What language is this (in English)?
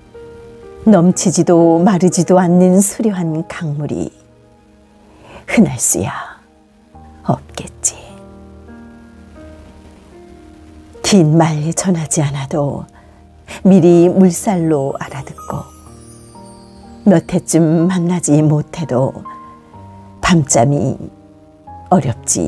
Korean